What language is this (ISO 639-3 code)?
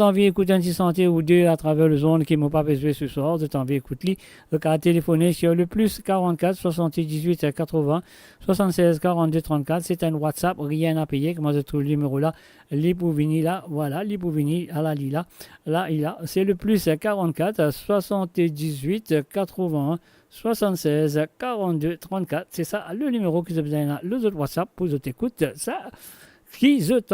mfe